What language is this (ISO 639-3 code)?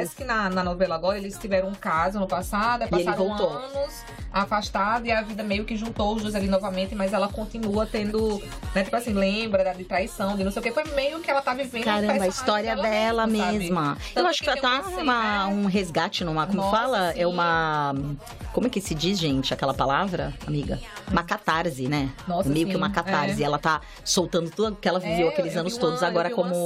por